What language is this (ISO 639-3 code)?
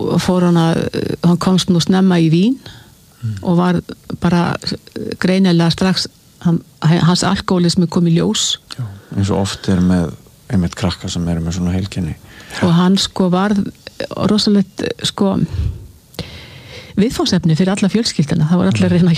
isl